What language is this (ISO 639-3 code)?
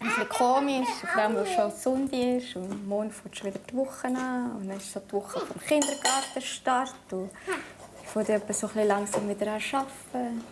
gsw